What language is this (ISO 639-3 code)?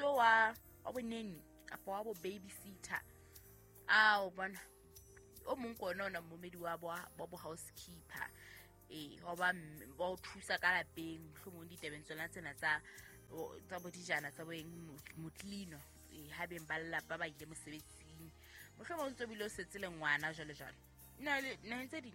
sot